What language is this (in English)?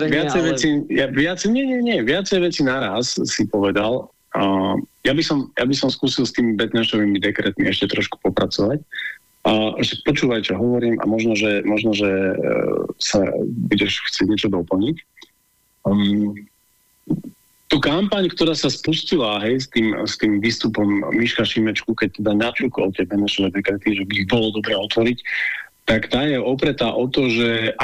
Slovak